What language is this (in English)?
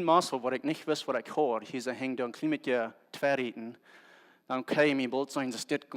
Plautdietsch